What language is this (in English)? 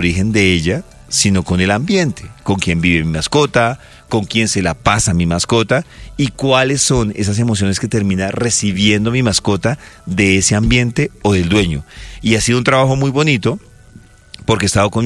Spanish